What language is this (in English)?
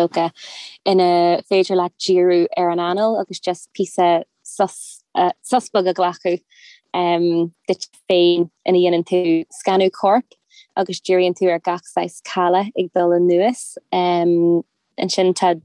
Irish